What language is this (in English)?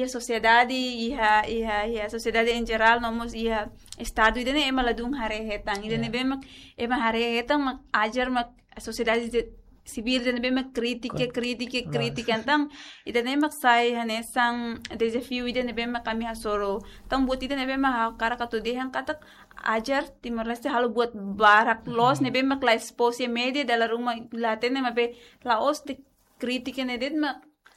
Tetum